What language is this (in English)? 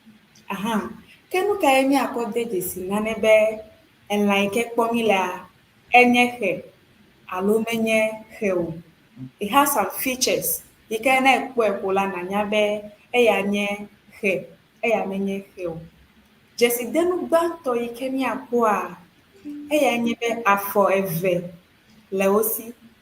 Ewe